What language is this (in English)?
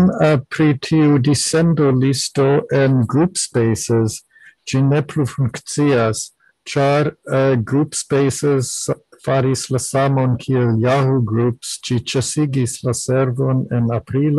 Esperanto